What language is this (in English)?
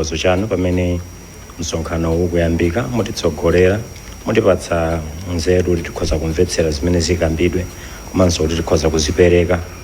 Nyanja